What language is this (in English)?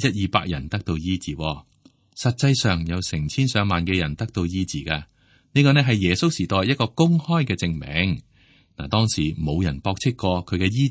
Cantonese